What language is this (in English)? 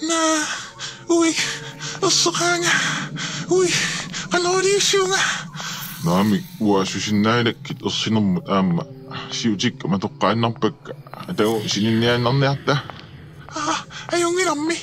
Kalaallisut